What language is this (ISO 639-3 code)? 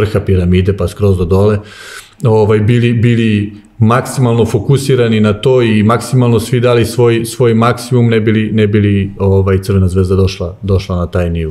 srp